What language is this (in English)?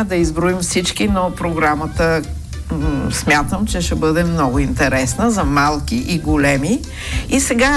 Bulgarian